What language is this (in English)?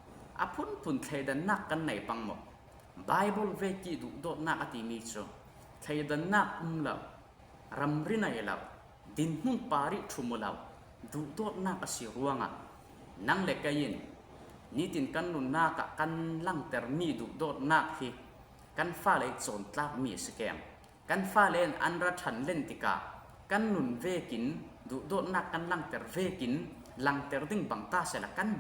Falam Chin